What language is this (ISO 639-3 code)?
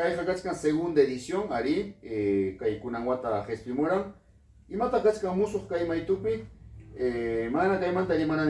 quy